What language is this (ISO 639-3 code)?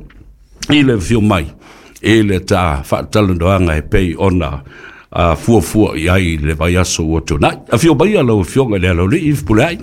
smo